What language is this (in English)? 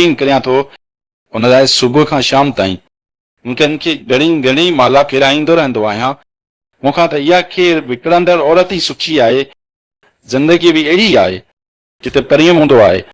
Sindhi